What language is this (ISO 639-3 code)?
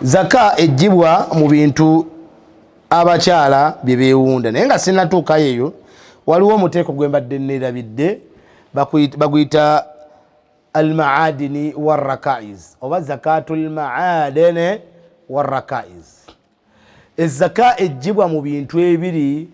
lug